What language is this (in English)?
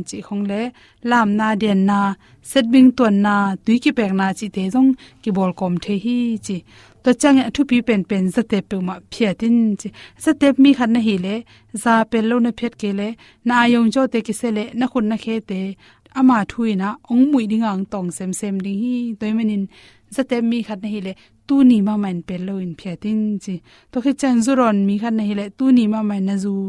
Tedim Chin